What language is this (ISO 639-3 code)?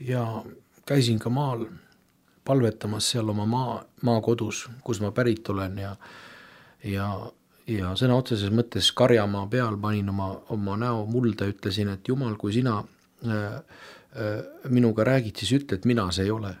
est